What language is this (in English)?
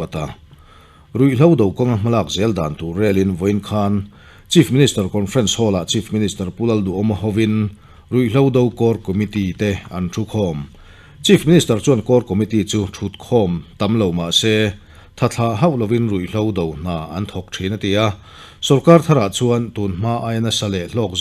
Mizo